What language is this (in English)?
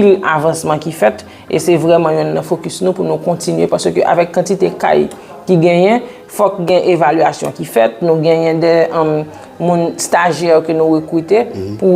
Haitian Creole